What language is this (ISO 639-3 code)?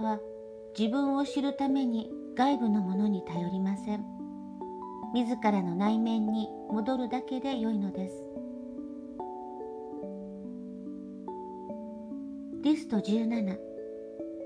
jpn